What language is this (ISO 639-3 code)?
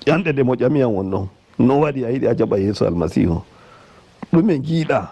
fuv